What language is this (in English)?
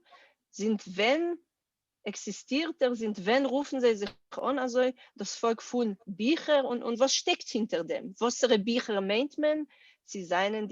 Yiddish